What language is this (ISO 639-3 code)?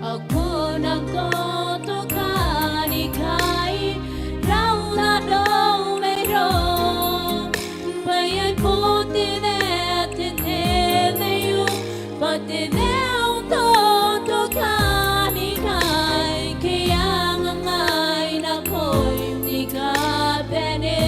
gil